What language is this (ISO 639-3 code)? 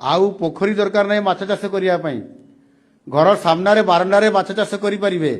ori